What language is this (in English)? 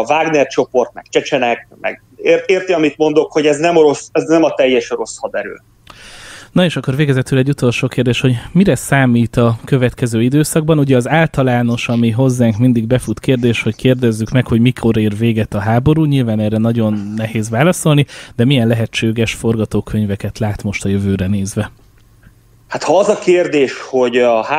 Hungarian